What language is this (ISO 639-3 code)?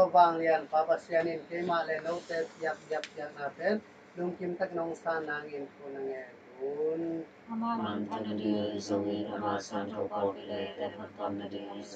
ctd